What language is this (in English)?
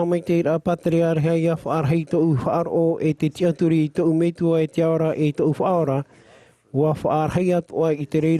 Tahitian